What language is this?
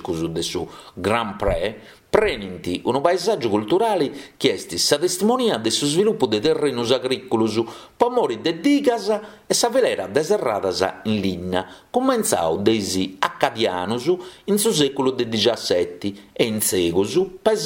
Sardinian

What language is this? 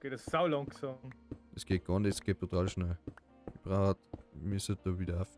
Bavarian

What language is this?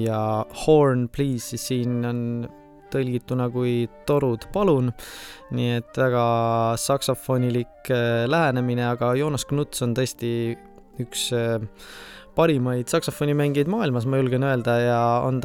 Estonian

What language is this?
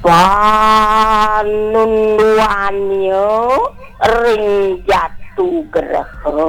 Balinese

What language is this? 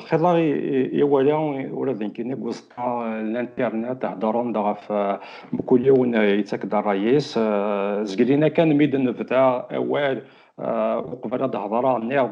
Kabyle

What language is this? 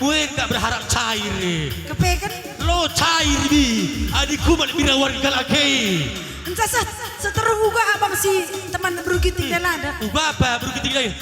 Batak Karo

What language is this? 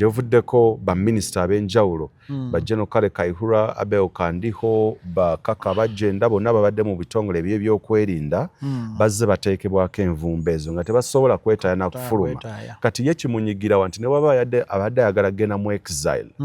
Ganda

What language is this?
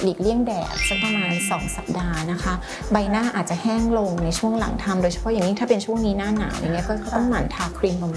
Thai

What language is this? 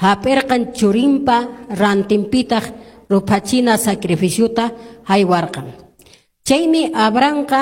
Quechua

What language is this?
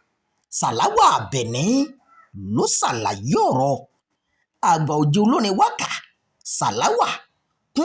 Yoruba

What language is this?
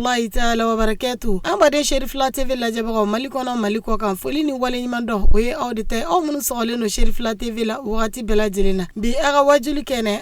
Bambara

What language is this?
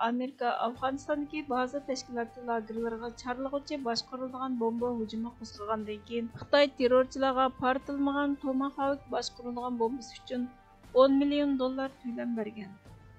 Uyghur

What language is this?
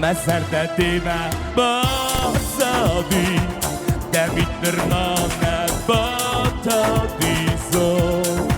Ossetic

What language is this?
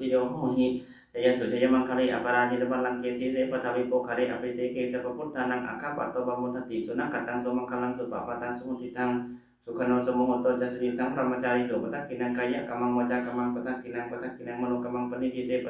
Pali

